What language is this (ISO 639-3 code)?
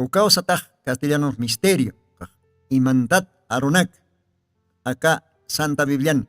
aym